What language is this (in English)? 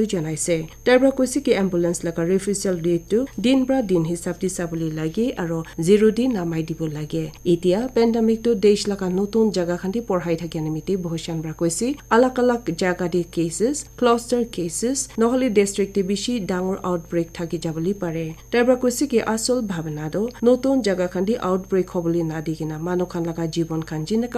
Naga Pidgin